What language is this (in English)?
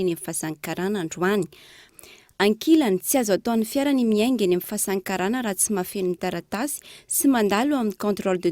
Malagasy